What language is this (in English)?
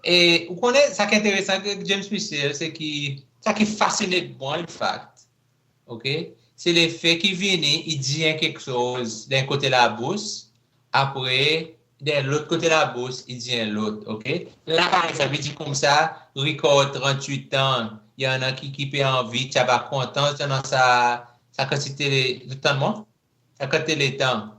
Seselwa Creole French